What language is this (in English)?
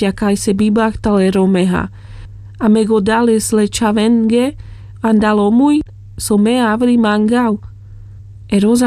Carpathian Romani